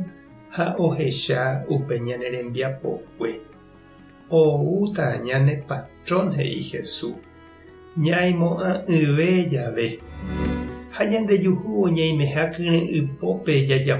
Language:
Guarani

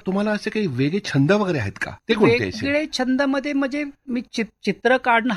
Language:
Marathi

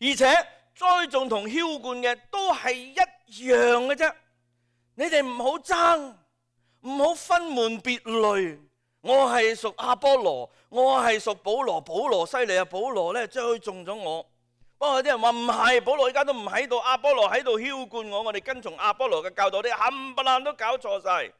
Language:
Cantonese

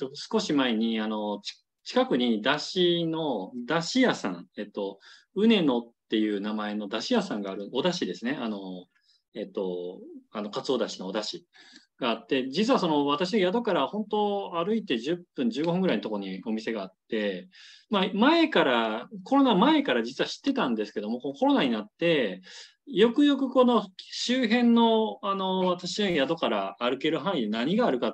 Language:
Japanese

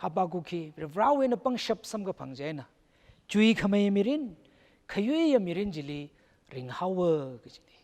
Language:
Tangkhul Naga (India)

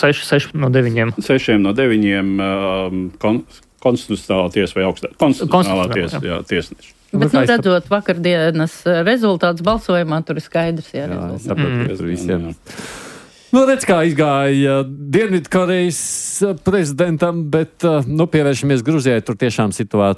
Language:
Latvian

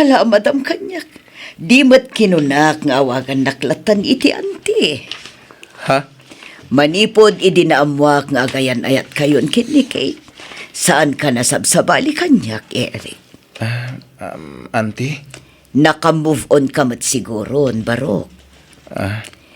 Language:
Iloko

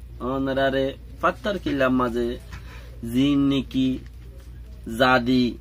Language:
Rohingya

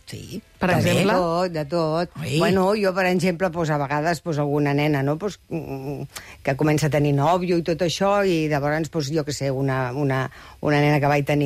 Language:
Catalan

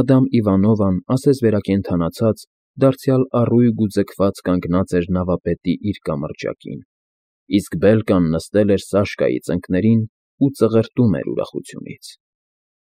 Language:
Armenian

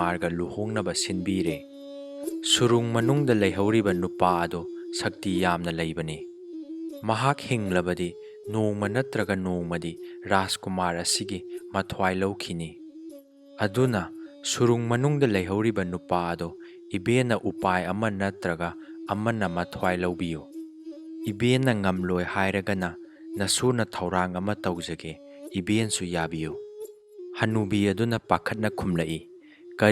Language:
Manipuri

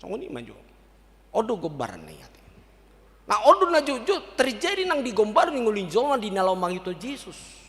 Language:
Batak Toba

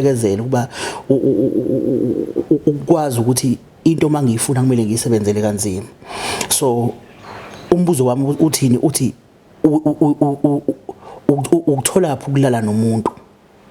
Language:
Zulu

